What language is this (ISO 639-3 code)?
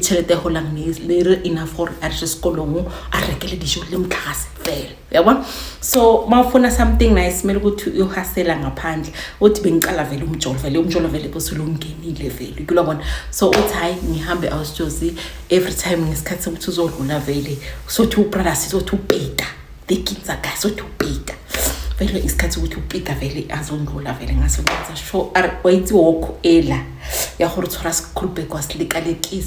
zul